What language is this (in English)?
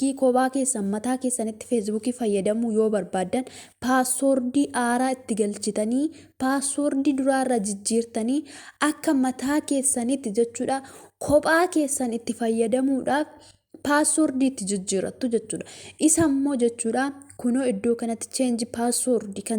Oromo